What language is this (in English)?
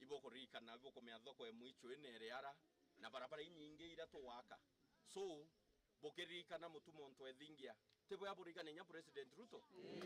Meru